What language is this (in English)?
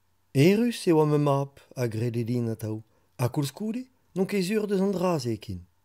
Breton